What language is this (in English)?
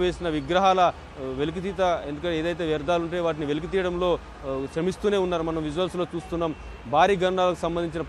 Telugu